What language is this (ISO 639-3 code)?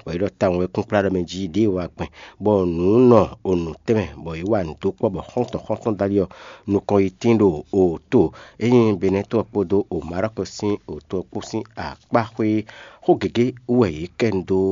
fon